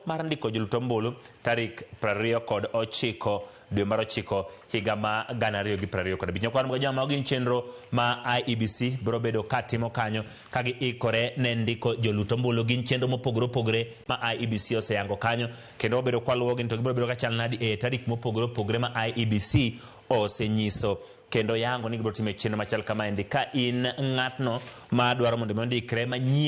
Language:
Luo (Kenya and Tanzania)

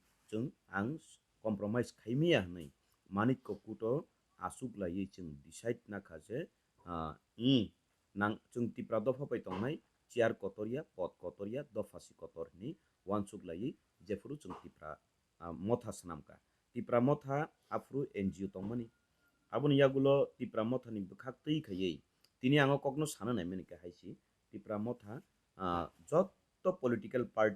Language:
Kok Borok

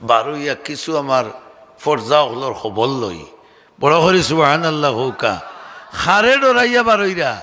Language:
Sylheti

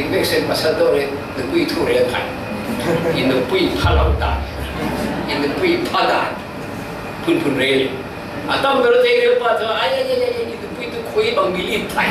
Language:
Falam Chin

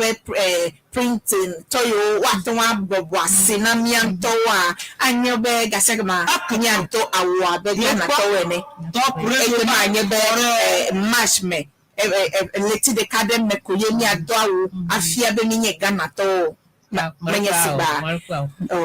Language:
Ewe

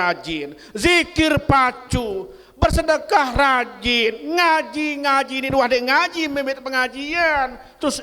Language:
Sasak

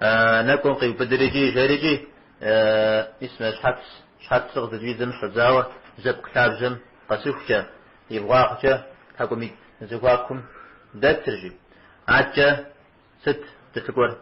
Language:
Kabardian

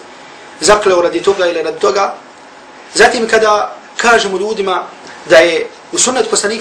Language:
Bosnian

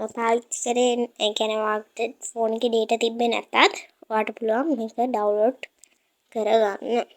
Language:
Sinhala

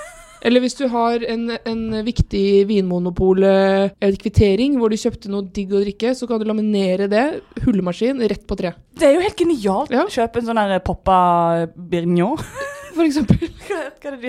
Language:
Norwegian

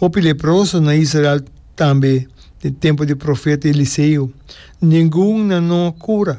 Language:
Papiamento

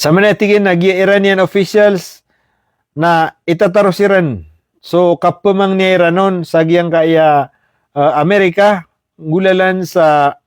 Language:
Maranao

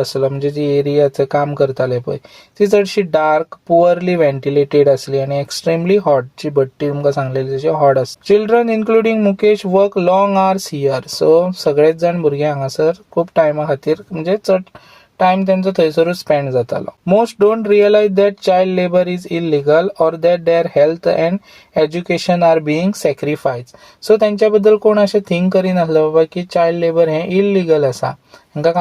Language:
Konkani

